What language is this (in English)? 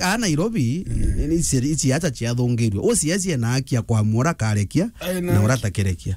Meru